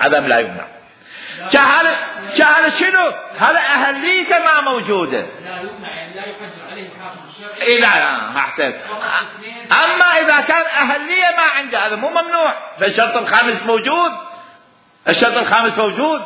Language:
Mesopotamian Arabic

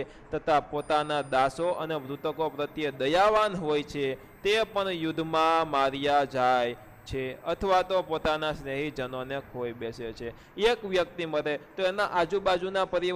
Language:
Gujarati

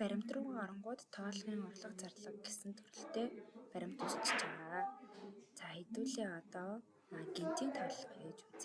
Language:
Mongolian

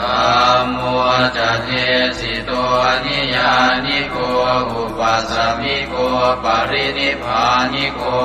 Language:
Pali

